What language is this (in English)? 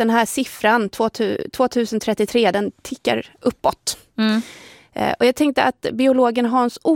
Swedish